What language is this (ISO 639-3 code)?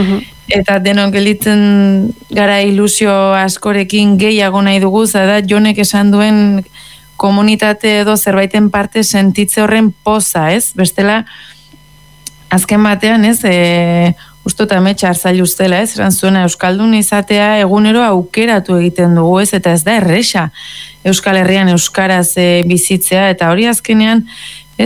eus